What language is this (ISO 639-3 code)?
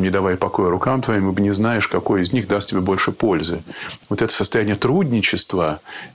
rus